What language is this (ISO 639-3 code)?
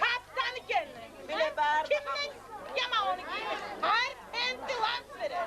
kum